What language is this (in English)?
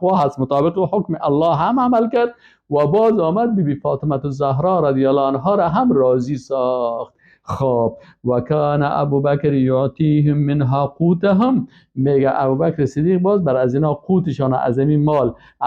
Persian